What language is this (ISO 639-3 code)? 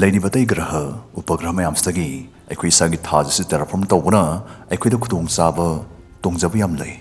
mni